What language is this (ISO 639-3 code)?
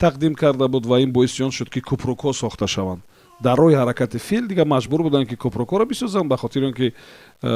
tgk